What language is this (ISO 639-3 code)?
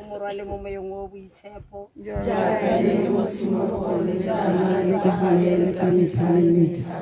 tsn